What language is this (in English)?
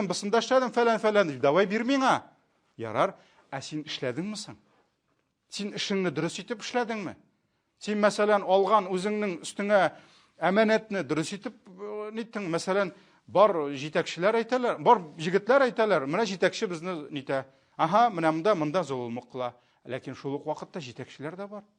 Tatar